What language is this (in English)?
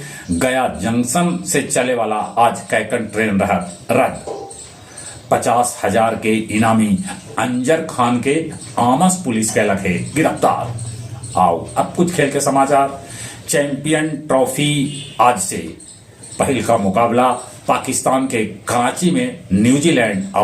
Magahi